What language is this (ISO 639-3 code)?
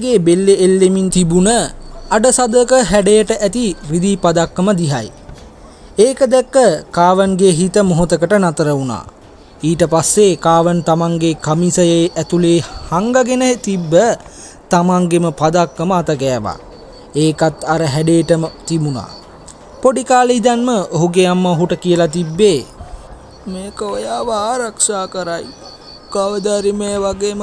sin